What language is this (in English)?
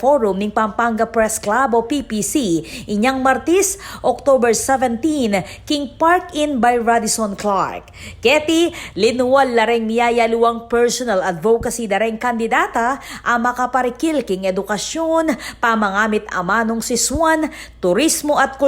Pampanga